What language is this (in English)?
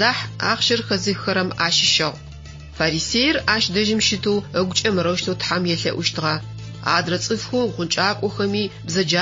Adyghe